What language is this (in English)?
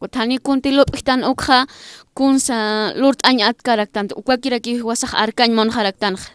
Aymara